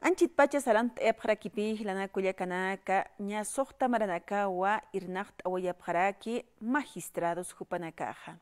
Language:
Aymara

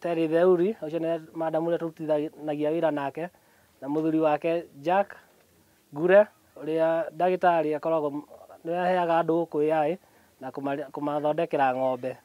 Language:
Kikuyu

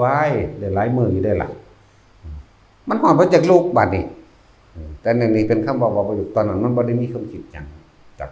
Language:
Northeastern Thai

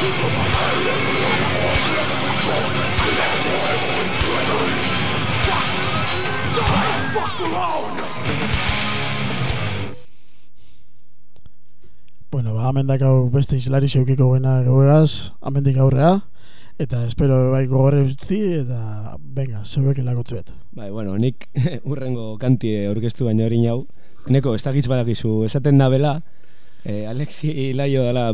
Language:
Basque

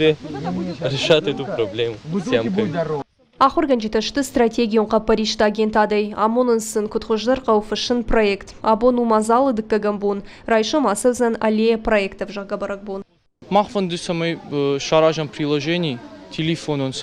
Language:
Ossetic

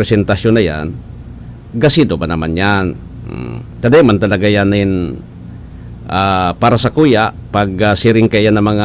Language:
Bikol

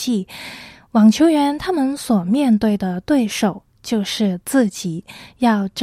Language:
Chinese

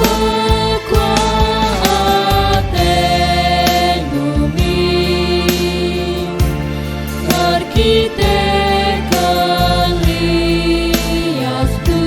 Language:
Batak Karo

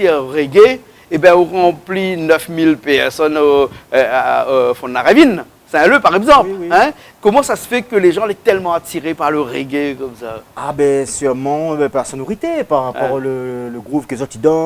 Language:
Réunion Creole French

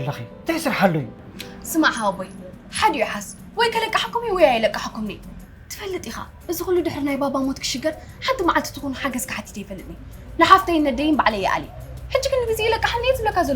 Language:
Tigrinya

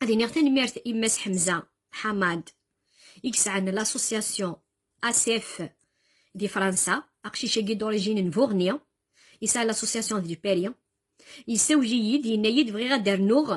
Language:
Kabyle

